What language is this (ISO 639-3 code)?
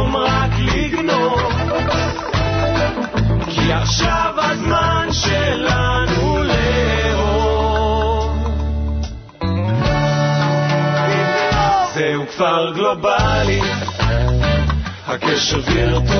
heb